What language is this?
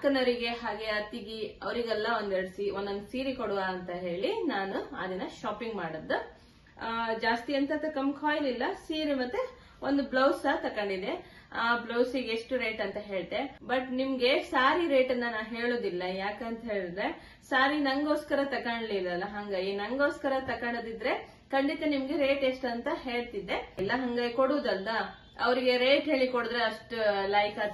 Kannada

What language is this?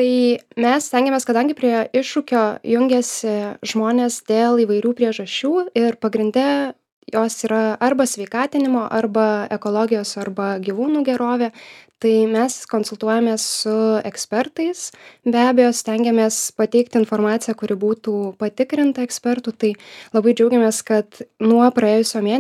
Lithuanian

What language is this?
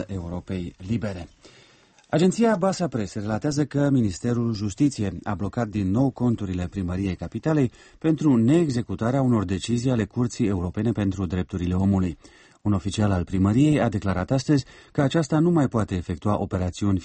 Romanian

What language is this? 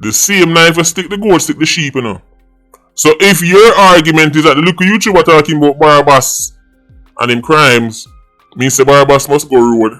Jamaican Creole English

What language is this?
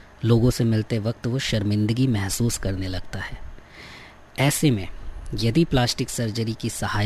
Hindi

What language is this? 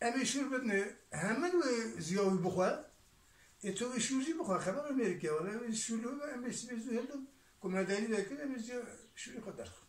Kurdish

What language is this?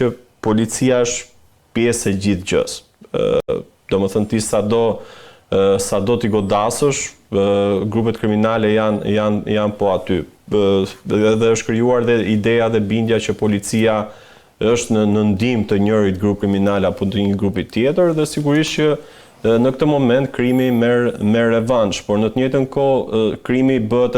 Albanian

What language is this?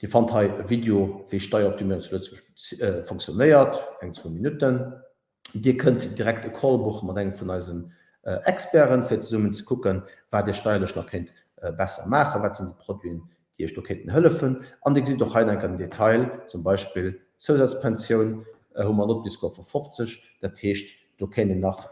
Luxembourgish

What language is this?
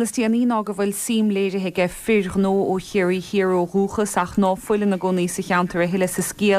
Irish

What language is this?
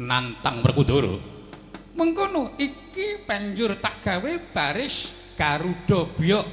Javanese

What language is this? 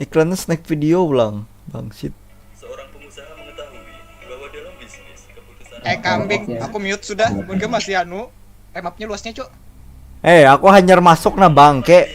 Banjar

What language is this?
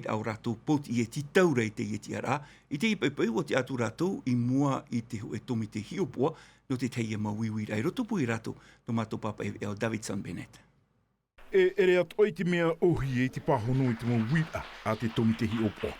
Tahitian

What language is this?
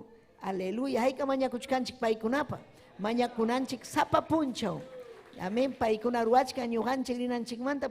Ayacucho Quechua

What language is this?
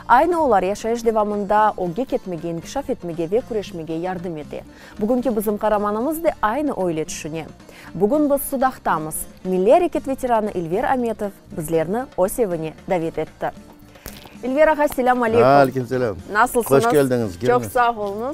Crimean Tatar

